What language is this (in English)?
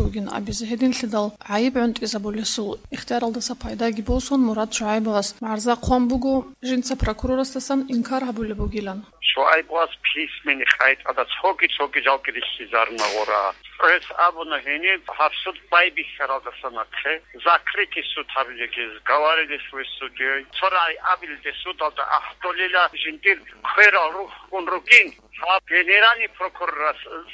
Avaric